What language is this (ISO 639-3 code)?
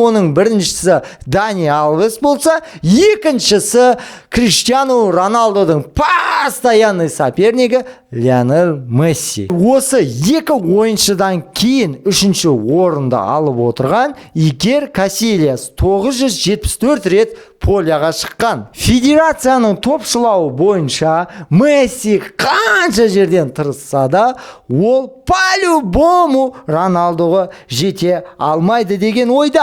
kaz